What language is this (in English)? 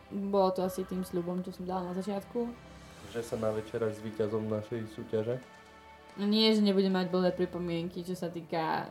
Slovak